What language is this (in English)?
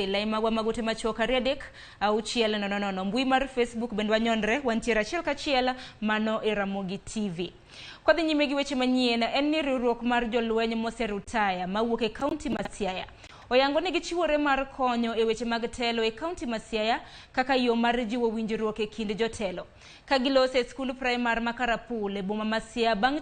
Luo (Kenya and Tanzania)